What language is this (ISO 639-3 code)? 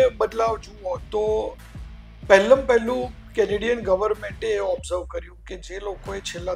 guj